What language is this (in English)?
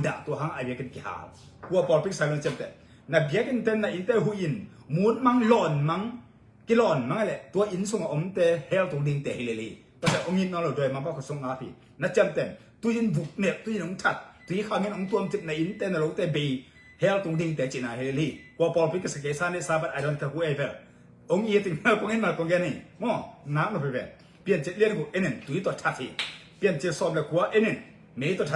Tedim Chin